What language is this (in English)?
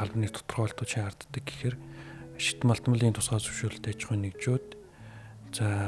Mongolian